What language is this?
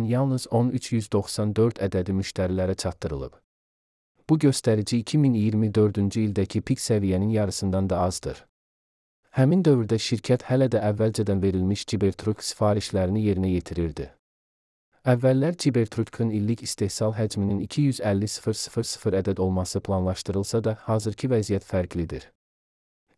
Azerbaijani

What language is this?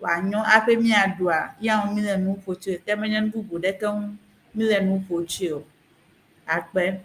Ewe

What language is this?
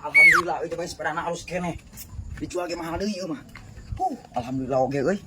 Sundanese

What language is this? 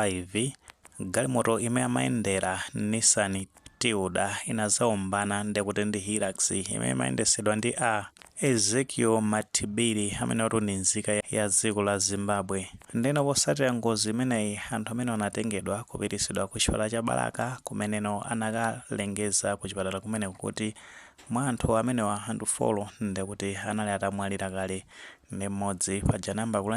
Nyanja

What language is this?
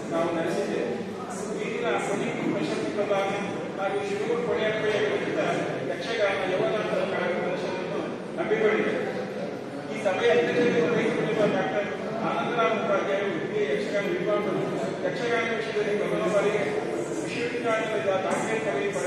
Kannada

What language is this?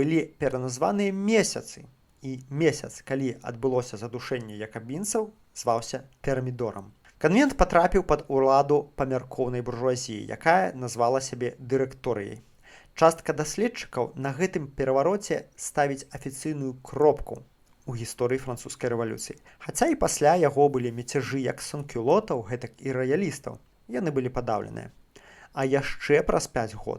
Belarusian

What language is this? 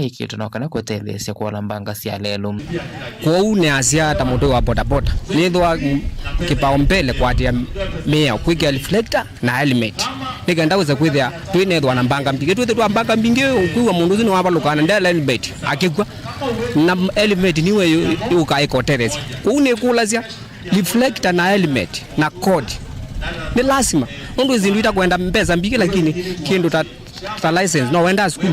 Kamba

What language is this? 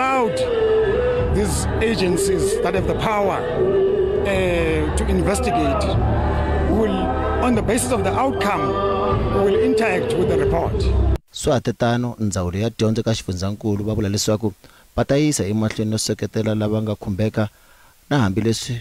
Tsonga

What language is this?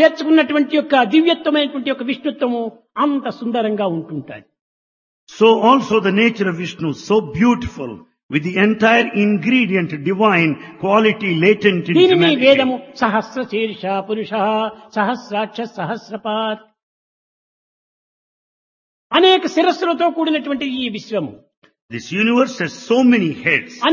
Telugu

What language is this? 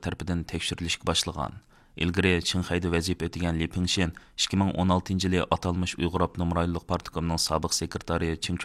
Uyghur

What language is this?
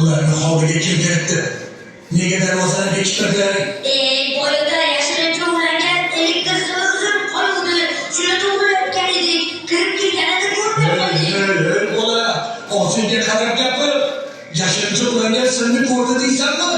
Uzbek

